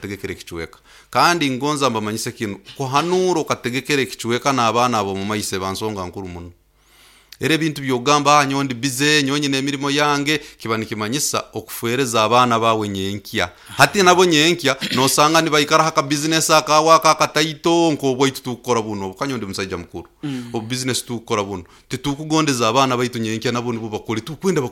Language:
Nyoro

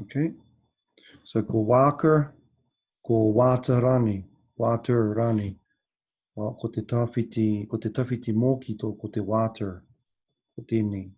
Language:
Māori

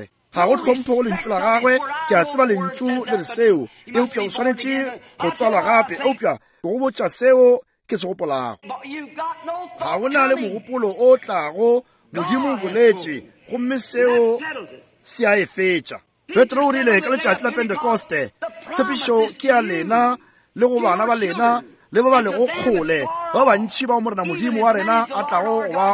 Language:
Northern Sotho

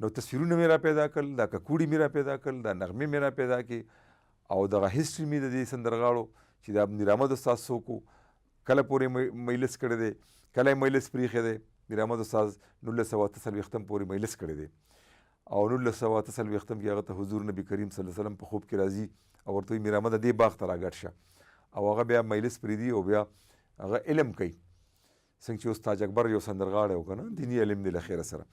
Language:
Pashto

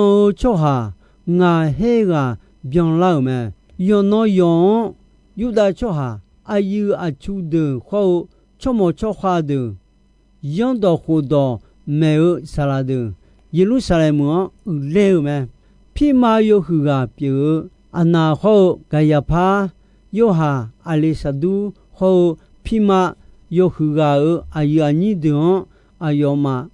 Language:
Akha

